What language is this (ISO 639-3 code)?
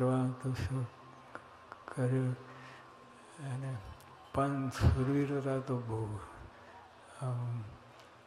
guj